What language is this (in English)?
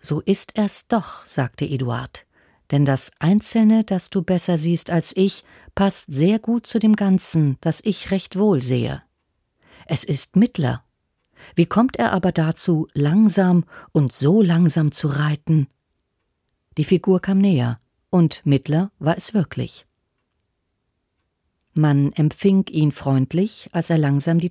German